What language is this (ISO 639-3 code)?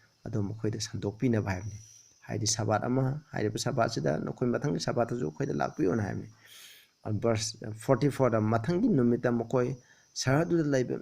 mni